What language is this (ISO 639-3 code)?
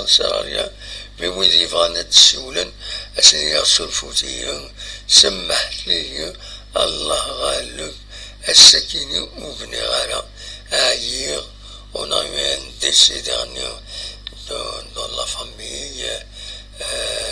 kab